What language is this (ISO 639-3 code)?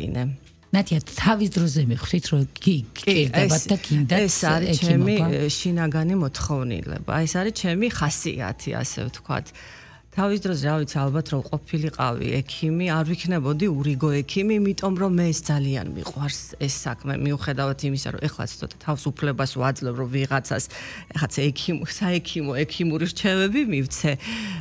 kat